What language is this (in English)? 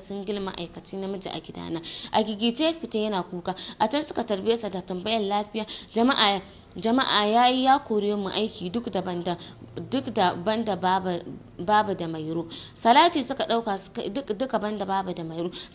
Hausa